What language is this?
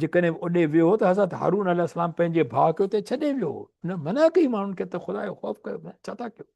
Sindhi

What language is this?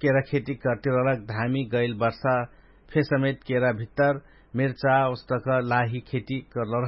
Dangaura Tharu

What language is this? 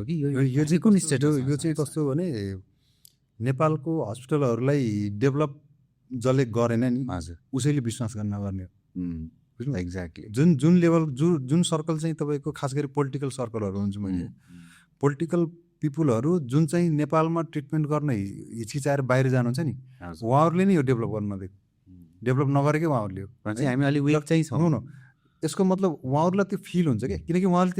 Nepali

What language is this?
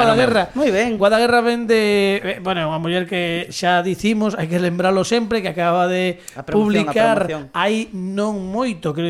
Galician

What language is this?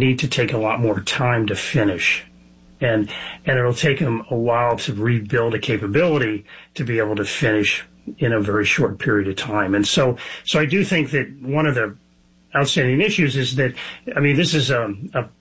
English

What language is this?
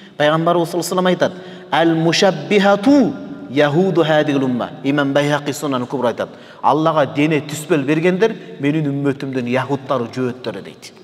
Kyrgyz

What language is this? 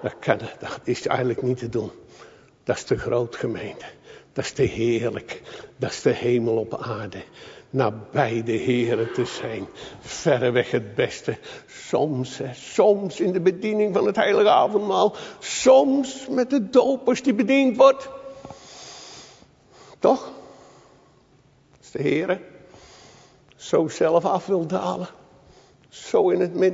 Dutch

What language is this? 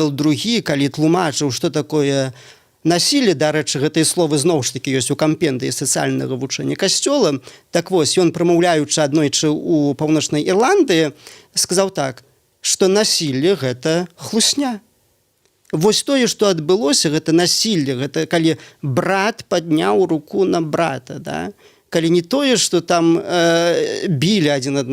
Belarusian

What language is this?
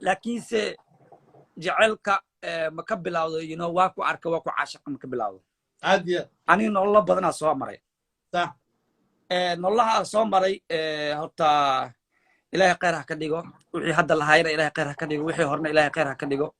Somali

